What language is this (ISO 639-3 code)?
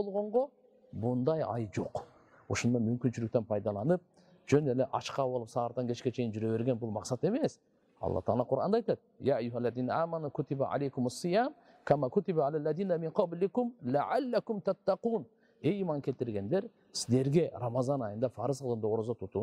kir